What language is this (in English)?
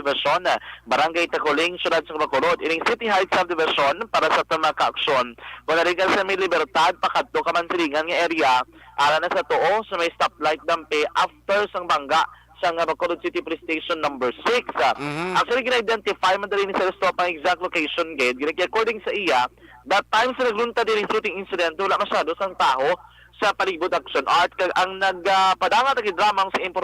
Hiligaynon